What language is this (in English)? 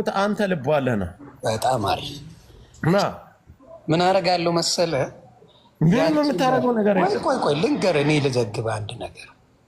Amharic